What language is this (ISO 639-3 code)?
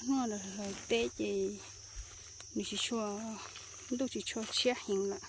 hmn